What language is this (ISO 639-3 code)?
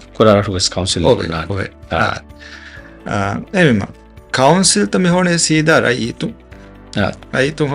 div